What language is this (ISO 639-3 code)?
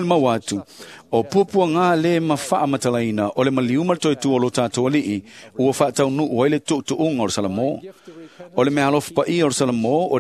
smo